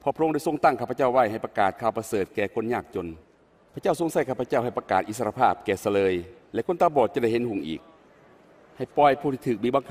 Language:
Lao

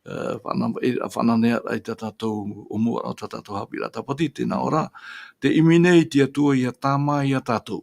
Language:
Tahitian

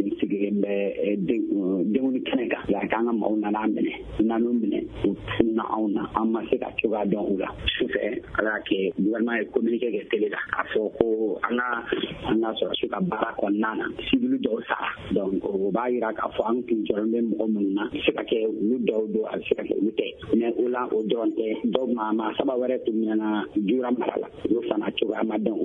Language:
Bambara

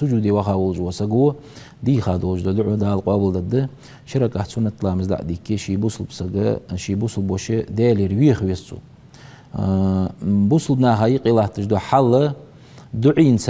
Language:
Ingush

